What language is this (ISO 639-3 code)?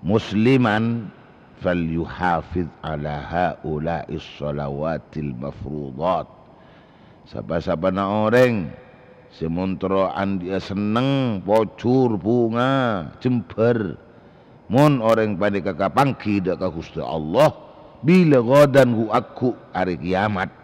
mad